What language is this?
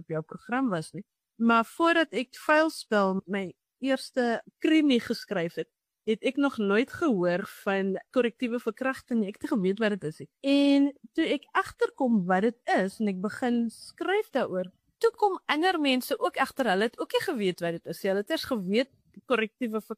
Afrikaans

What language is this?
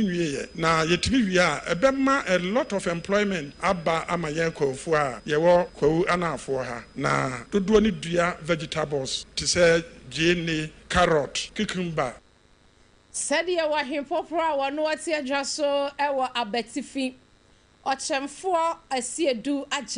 Akan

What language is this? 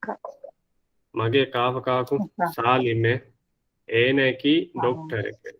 Divehi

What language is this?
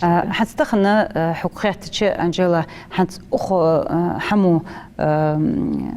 Ingush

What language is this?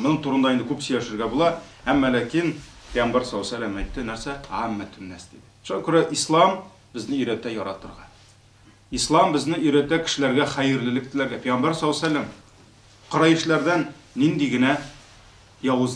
Tatar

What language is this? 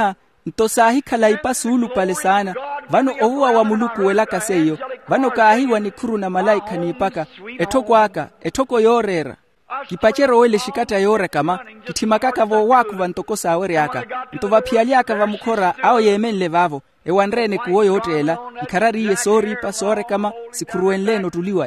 Makhuwa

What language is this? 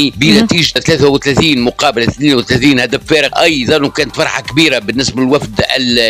Tunisian Arabic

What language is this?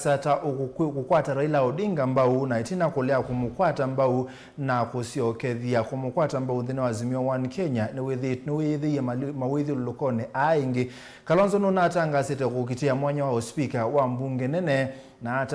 Kamba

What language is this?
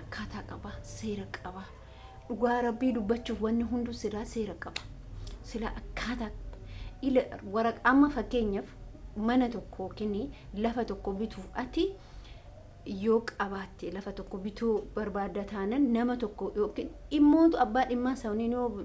Oromo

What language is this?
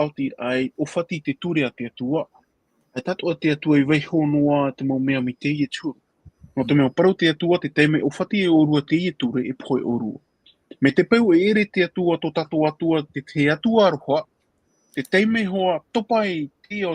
Tahitian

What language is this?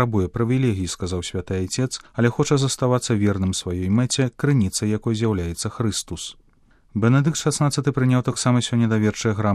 Belarusian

